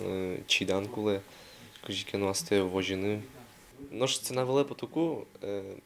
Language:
Udmurt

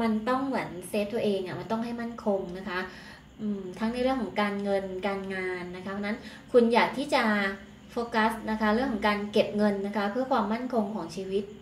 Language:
Thai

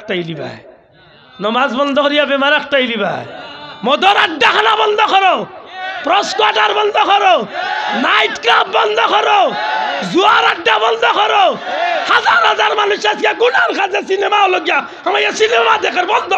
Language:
Sylheti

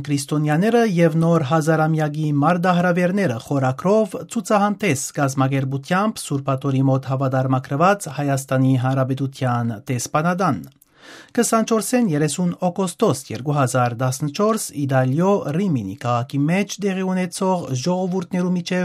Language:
Armenian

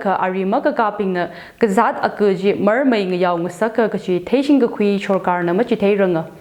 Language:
Tangkhul Naga (India)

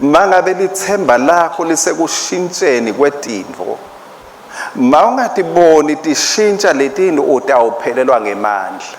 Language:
Swati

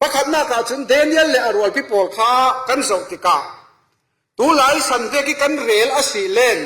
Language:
Falam Chin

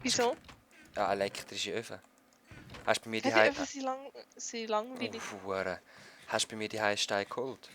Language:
Swiss German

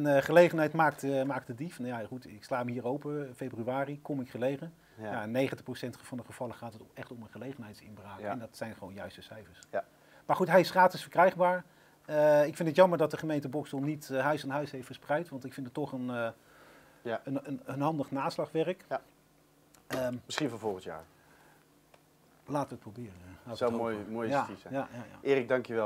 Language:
Dutch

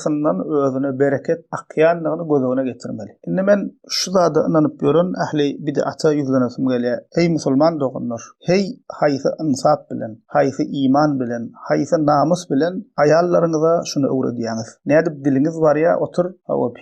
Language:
Turkmen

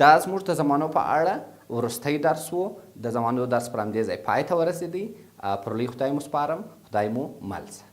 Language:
Pashto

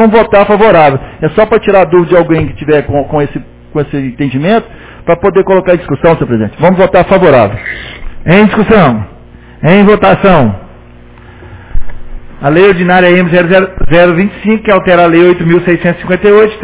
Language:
Portuguese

